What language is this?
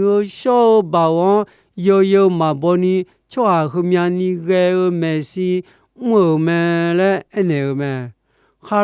Akha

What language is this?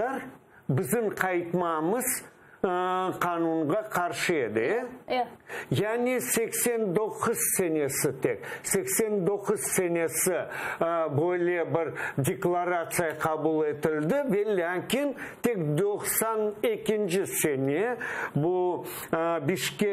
Crimean Tatar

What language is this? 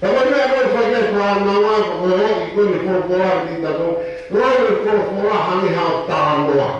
Tongan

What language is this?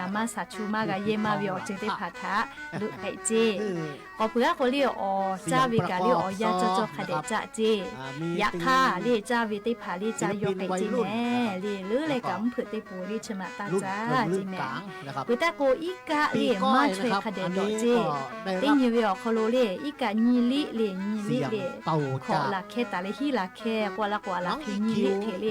Lahu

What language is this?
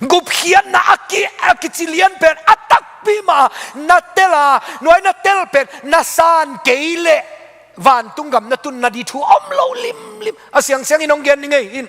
Tedim Chin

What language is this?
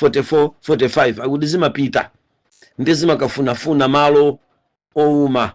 Nyanja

